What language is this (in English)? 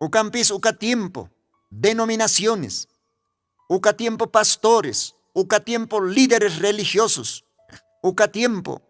Aymara